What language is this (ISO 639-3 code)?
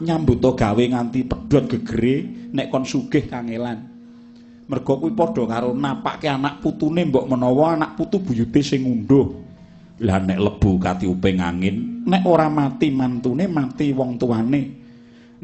jav